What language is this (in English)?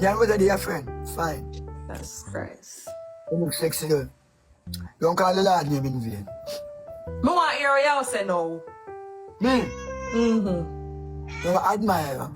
Jamaican Creole English